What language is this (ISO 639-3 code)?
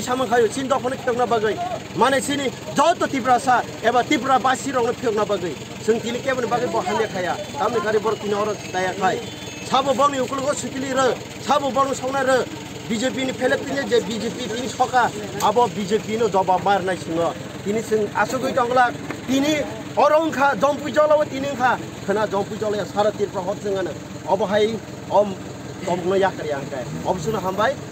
trp